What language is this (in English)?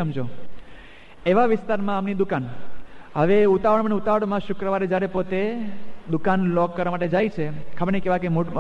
Gujarati